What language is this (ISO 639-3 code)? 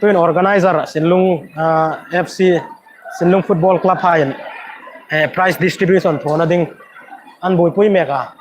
hmr